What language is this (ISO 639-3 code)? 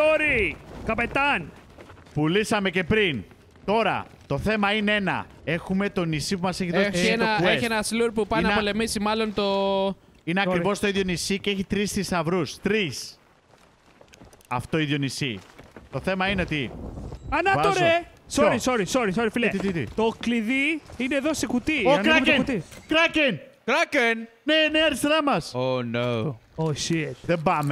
ell